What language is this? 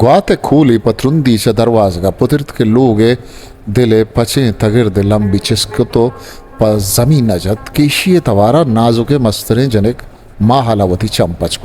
Eastern Balochi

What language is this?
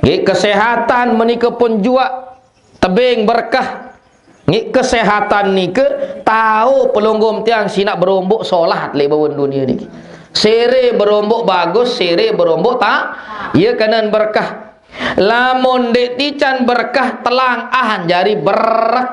Sasak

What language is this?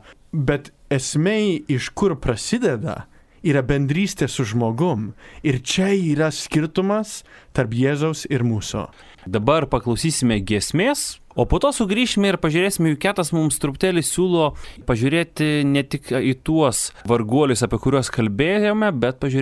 Lithuanian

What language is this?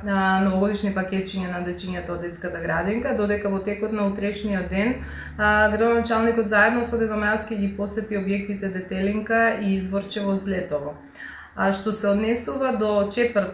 Macedonian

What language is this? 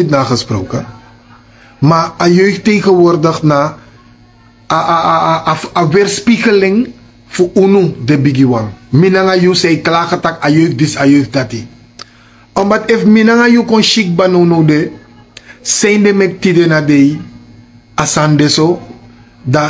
Sranan Tongo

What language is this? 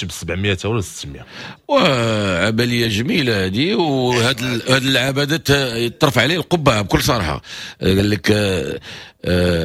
Moroccan Arabic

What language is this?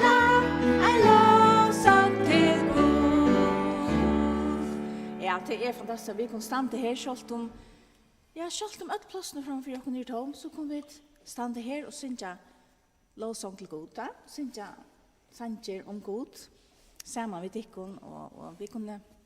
Faroese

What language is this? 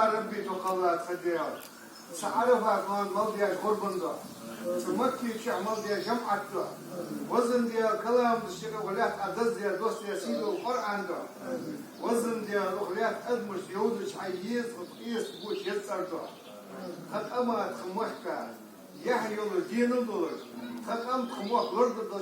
Ingush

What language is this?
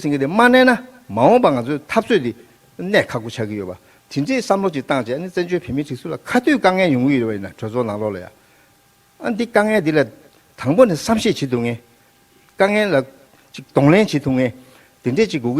Tibetan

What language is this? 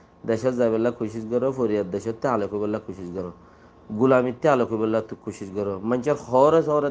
Rohingya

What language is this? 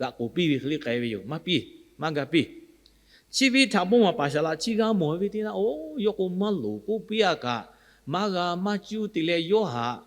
Lahu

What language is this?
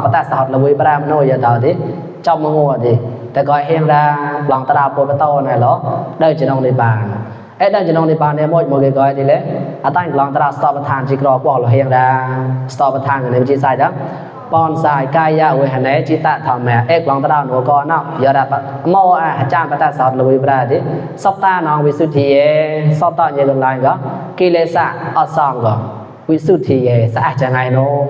Mon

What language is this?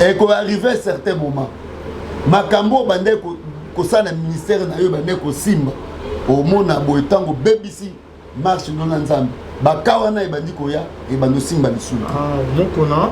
Lingala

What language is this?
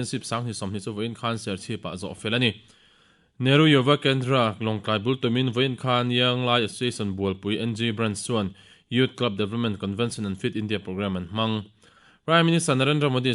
Mizo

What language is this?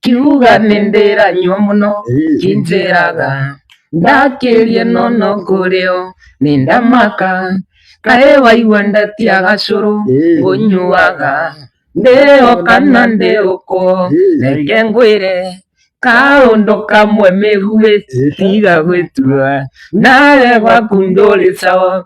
Kikuyu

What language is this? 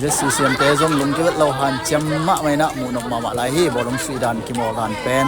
Tedim Chin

